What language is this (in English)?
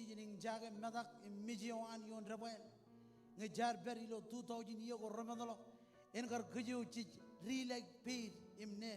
Marshallese